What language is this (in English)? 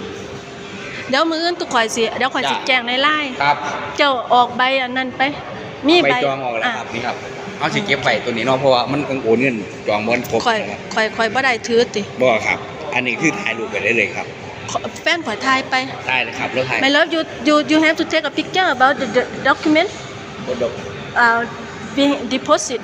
Lao